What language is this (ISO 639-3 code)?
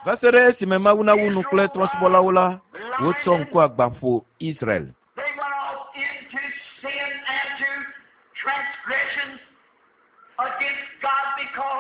ewe